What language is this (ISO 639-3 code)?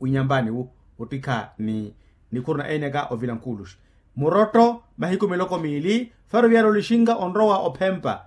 vmw